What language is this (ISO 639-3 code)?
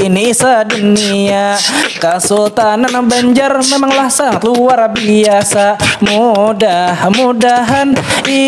bjn